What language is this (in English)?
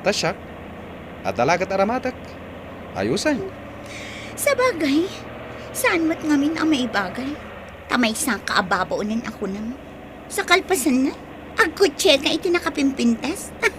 Iloko